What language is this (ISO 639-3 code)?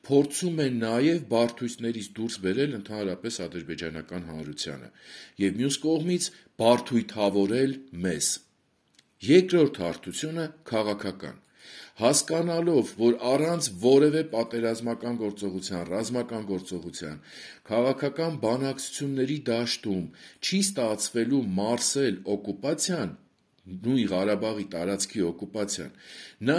hye